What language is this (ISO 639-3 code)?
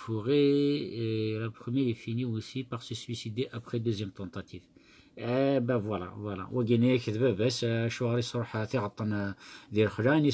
kab